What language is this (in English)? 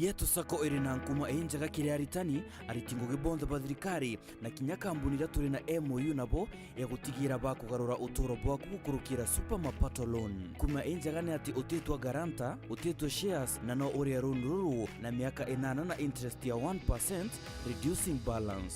Meru